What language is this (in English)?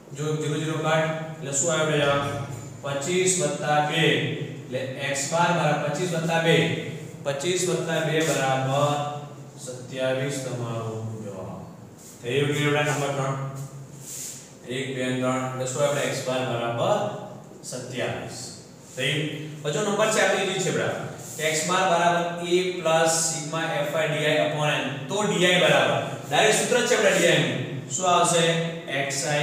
Gujarati